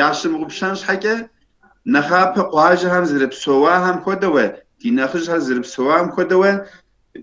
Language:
Kabardian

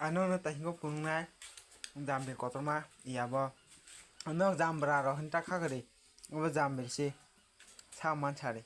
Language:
Kok Borok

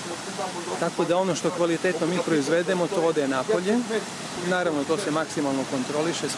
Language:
Serbian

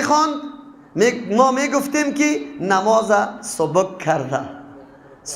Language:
Persian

